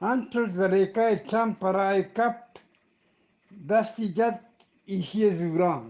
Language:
Eastern Balochi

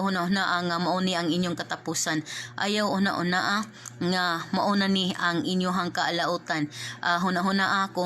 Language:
Cebuano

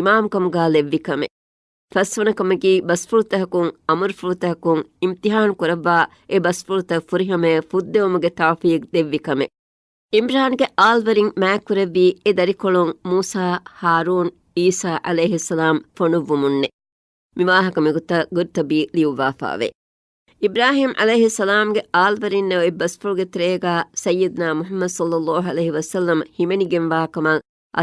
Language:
Divehi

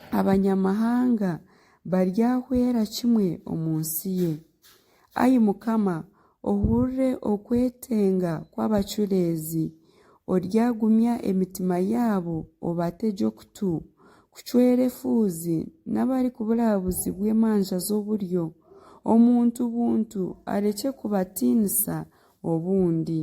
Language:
Nyankole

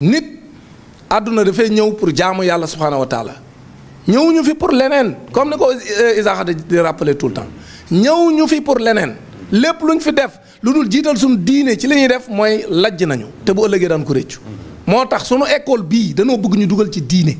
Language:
Wolof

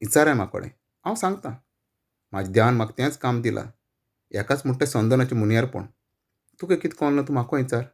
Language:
Konkani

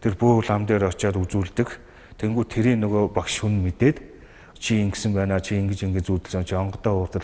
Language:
Mongolian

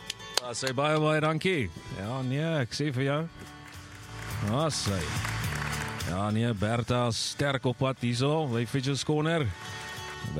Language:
Afrikaans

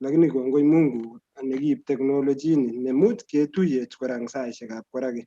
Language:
Kalenjin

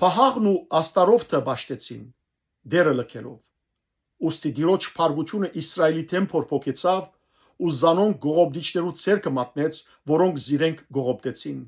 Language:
Western Armenian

